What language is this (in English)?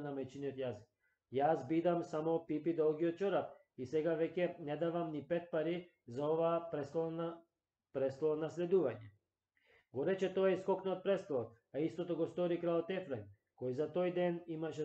Macedonian